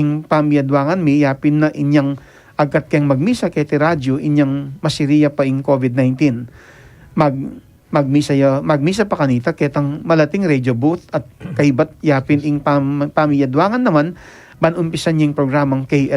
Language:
Pampanga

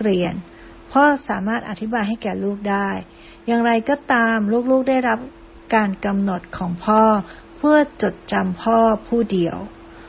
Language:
Thai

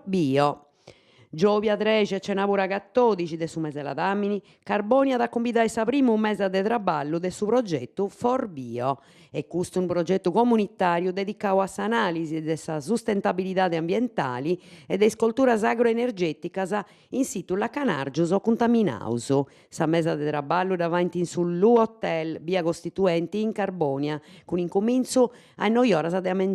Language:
Sardinian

